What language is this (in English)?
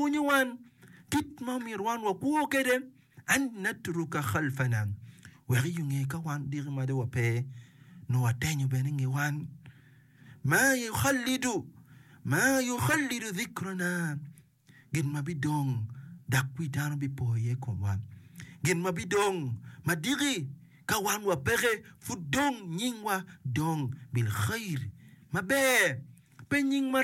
Acoli